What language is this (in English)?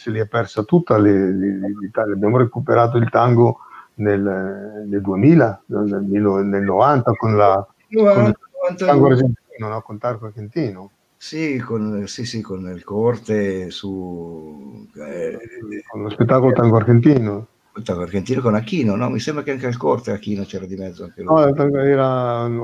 Italian